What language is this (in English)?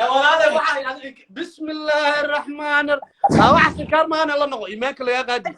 Somali